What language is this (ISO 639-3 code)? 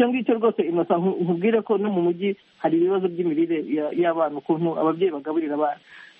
kin